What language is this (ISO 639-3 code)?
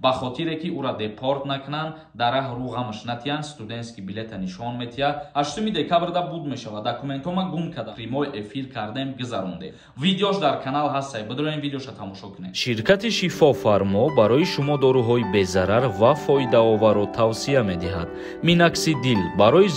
tgk